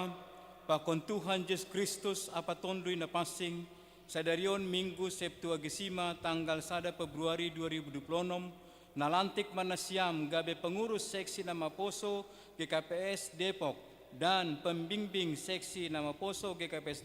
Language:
Batak Simalungun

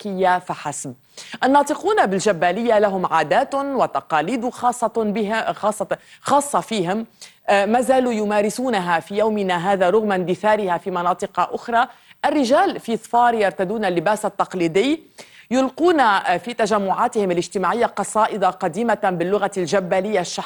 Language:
North Levantine Arabic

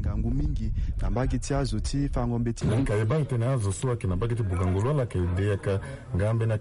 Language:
Sango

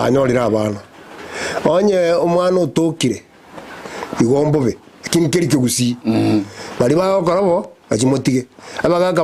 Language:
Gusii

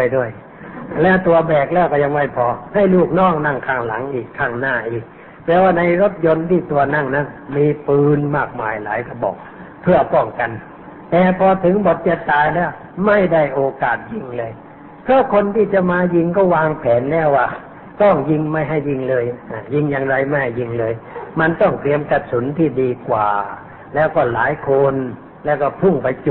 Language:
Thai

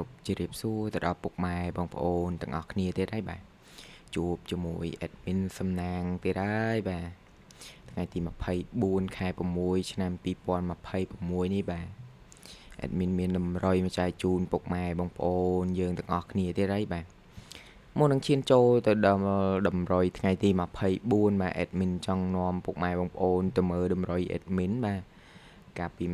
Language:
Khmer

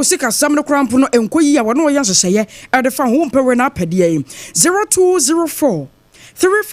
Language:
Akan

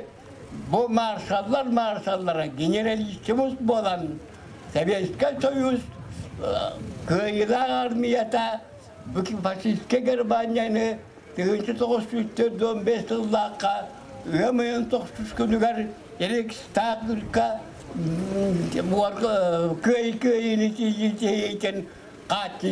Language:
Yakut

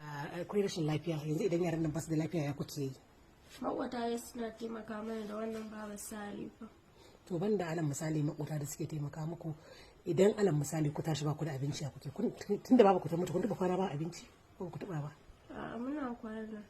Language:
Hausa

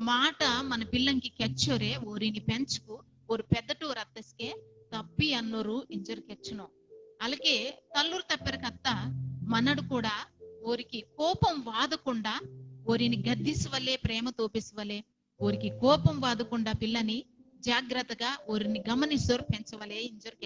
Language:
Koya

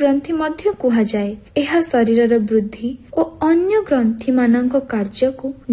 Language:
Odia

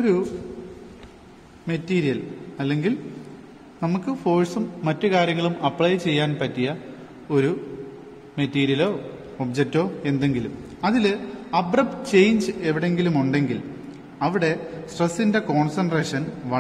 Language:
Malayalam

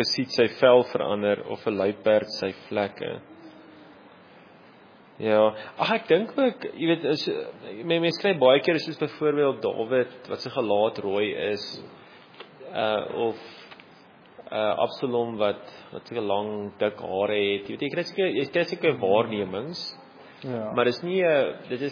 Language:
Afrikaans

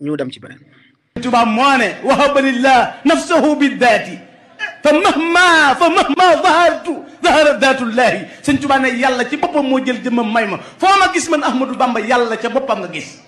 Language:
Wolof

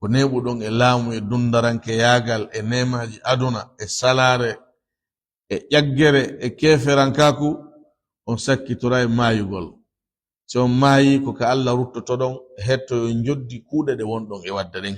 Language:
Fula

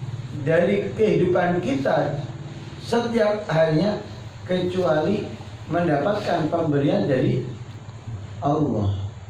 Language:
Indonesian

